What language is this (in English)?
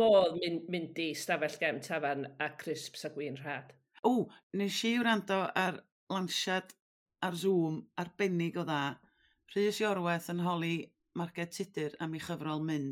Welsh